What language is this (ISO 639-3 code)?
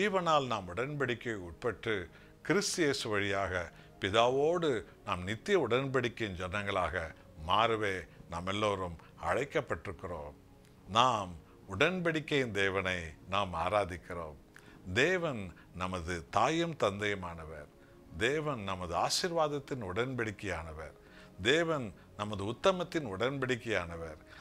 tam